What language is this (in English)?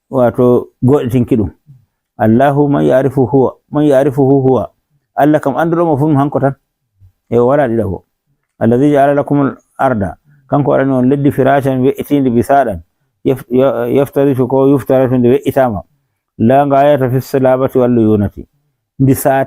Fula